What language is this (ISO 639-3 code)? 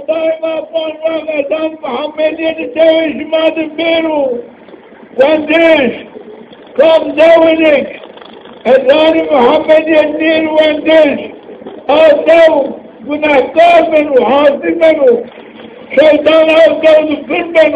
zza